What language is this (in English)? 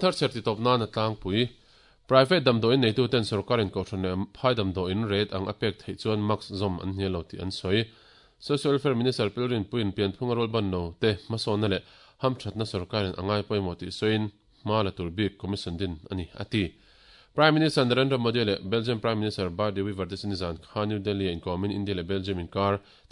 Mizo